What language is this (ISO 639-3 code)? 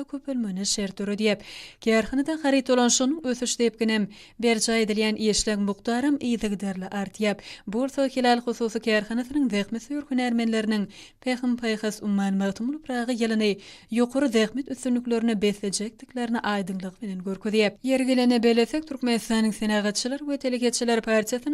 tuk